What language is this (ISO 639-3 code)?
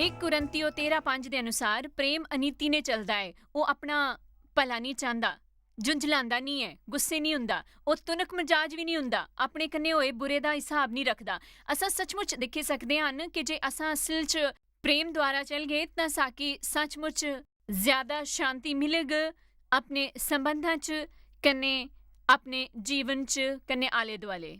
doi